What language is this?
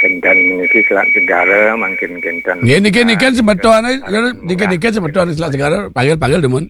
Balinese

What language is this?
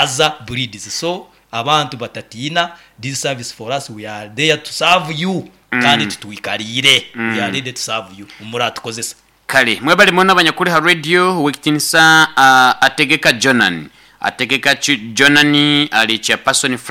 Nyoro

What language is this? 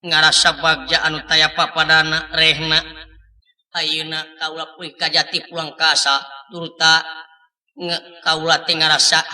Sundanese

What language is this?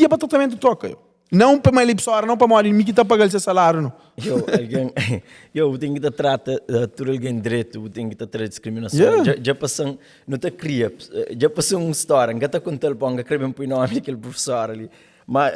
Kabuverdianu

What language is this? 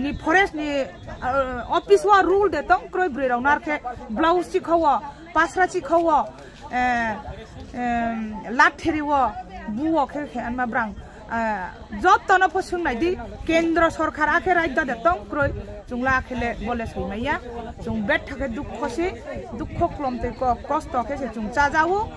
Riang (India)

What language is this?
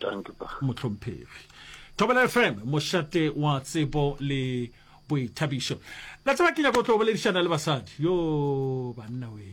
Northern Sotho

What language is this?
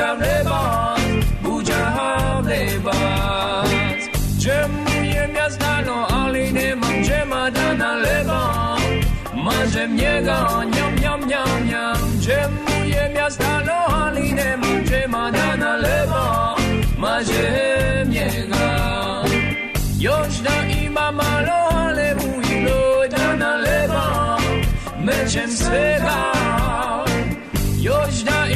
Serbian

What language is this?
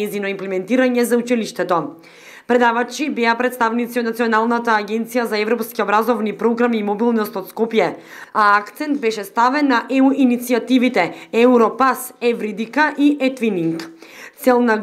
Macedonian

